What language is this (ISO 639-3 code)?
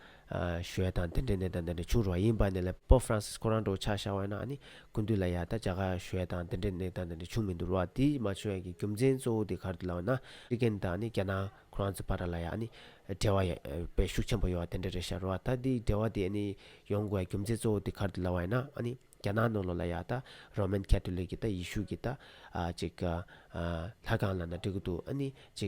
bod